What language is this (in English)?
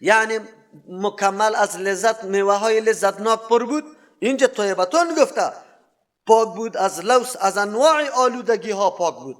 Persian